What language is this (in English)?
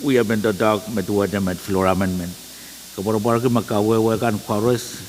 Pohnpeian